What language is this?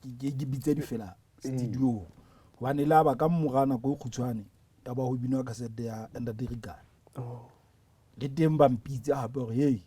Southern Sotho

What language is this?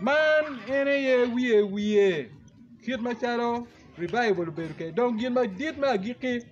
Acoli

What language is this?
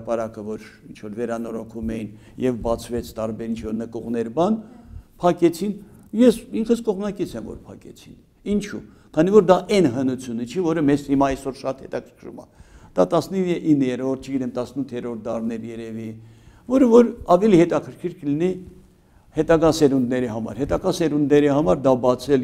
Armenian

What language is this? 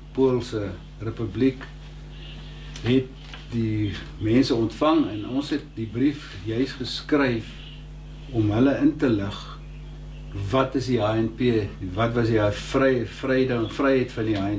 Afrikaans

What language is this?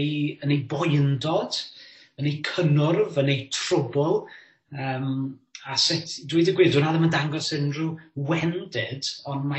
Welsh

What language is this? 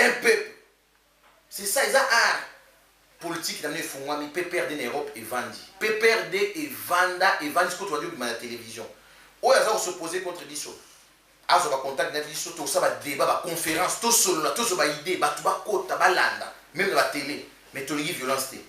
Lingala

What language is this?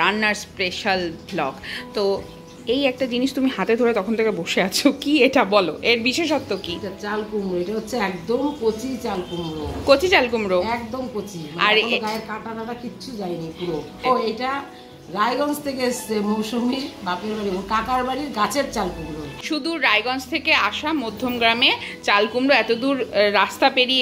Bangla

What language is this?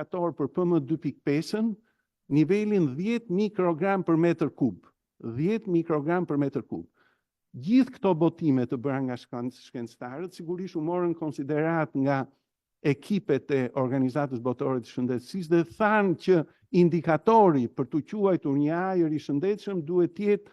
Albanian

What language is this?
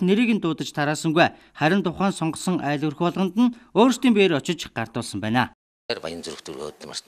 Mongolian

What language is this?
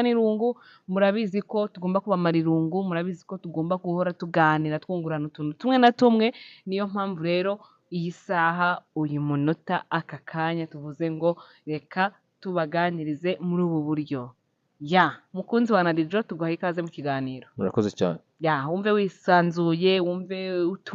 Kinyarwanda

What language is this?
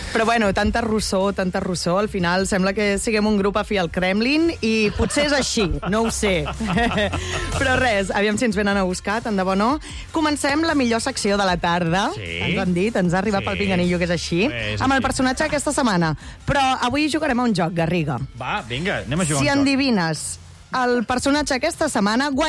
Catalan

